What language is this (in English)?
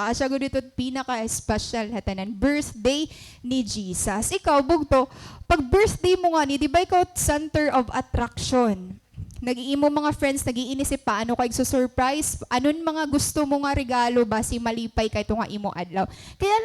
Waray